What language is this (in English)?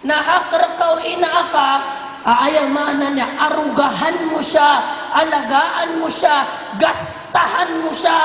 Maranao